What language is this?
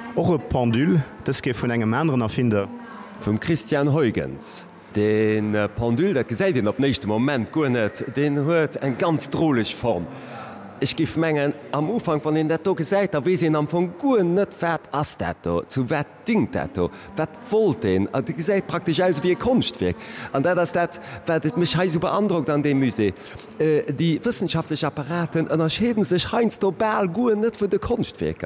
Luxembourgish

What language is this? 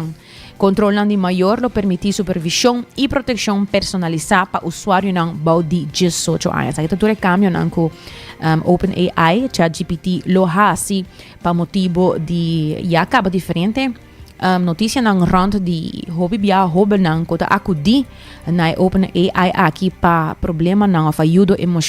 Papiamento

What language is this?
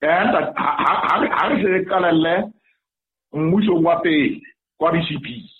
Southern Sotho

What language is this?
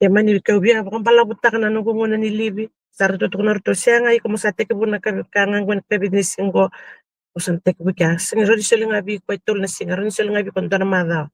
Fijian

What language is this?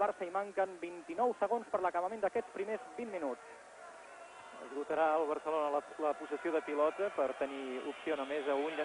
Catalan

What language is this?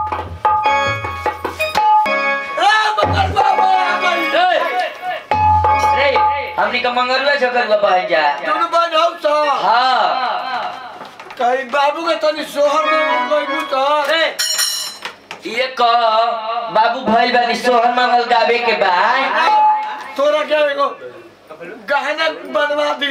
Bhojpuri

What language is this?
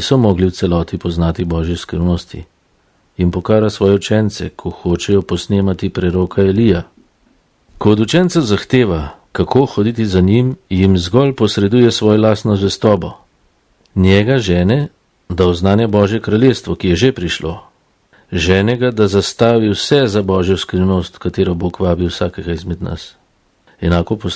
Slovenian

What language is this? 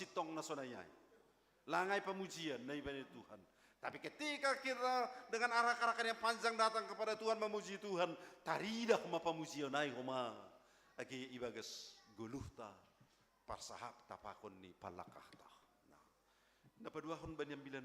Batak Simalungun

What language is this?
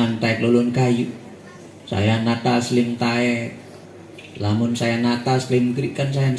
Sasak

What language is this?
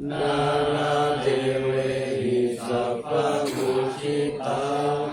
Pali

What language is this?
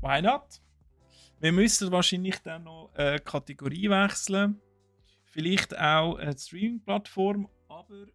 Swiss German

